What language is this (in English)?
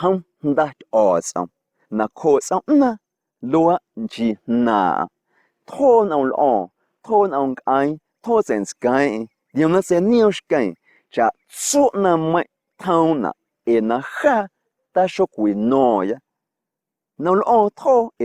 Guerrero Amuzgo